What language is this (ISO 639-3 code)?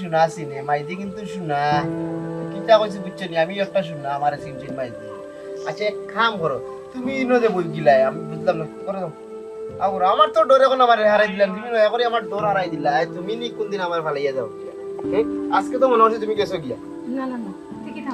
syl